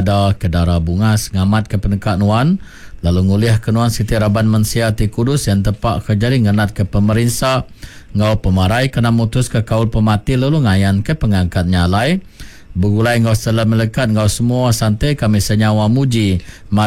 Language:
Iban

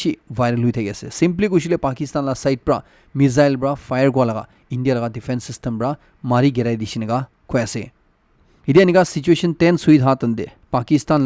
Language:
Naga Pidgin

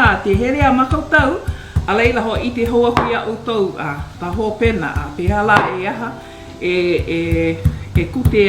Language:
Hawaiian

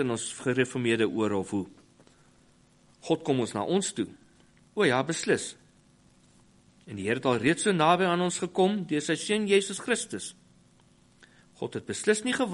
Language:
Afrikaans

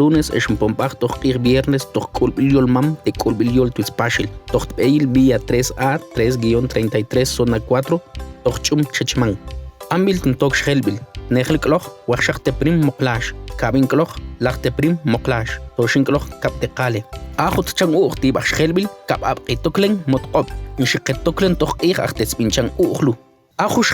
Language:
Mam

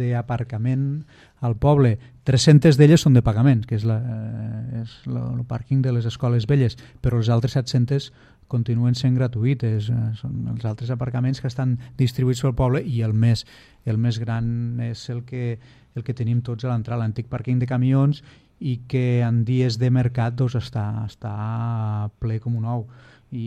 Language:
Catalan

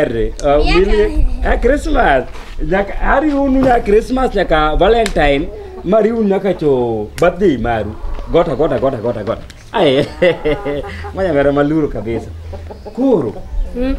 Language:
Luo (Kenya and Tanzania)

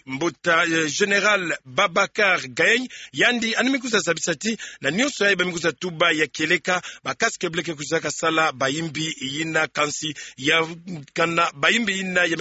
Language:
Kituba (Democratic Republic of Congo)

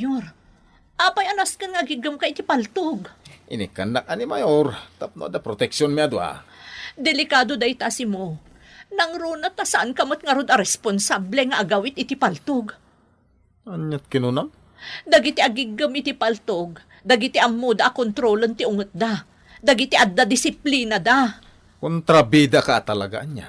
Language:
Iloko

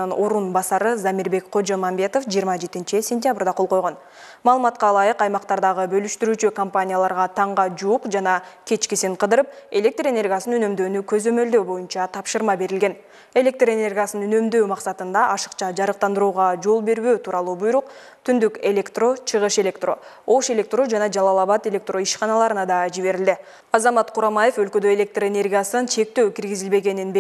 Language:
Kyrgyz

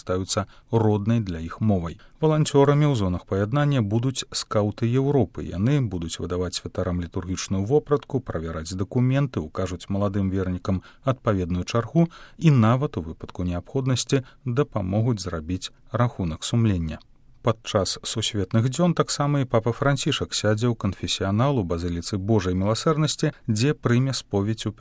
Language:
Belarusian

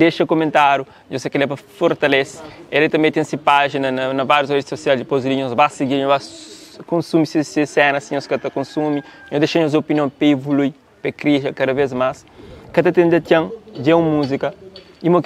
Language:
Kabuverdianu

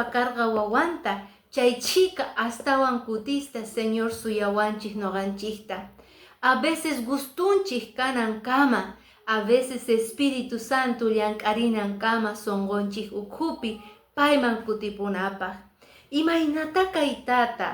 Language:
Quechua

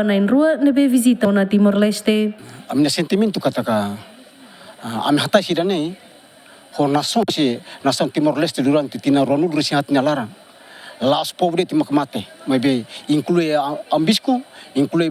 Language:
Tetum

